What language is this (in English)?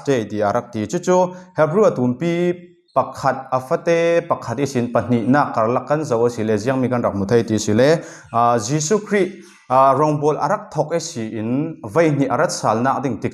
Falam Chin